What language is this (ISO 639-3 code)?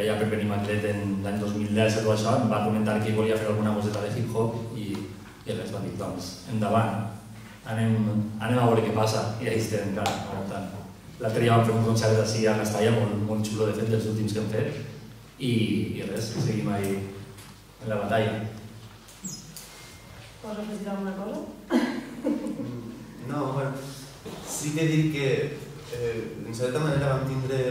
cat